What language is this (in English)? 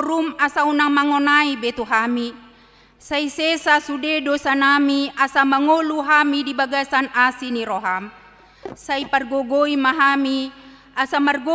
Batak Toba